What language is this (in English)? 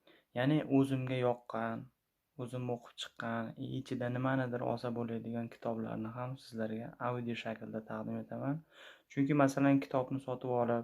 Uzbek